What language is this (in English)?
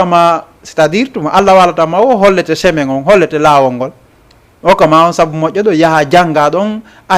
Fula